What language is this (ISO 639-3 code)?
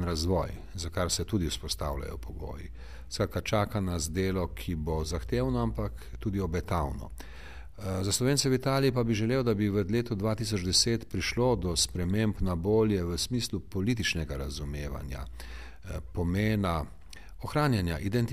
slv